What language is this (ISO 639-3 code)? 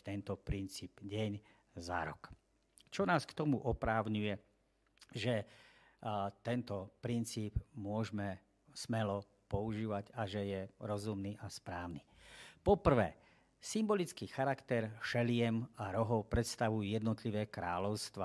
slk